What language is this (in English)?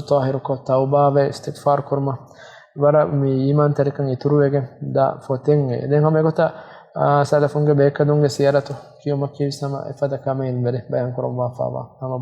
Divehi